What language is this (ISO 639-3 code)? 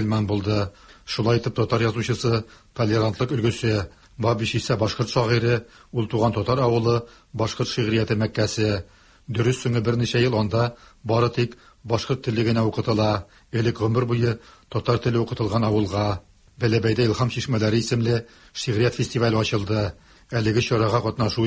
tat